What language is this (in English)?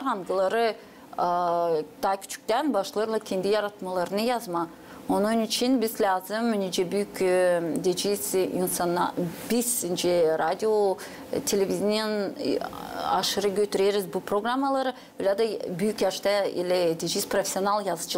Gagauz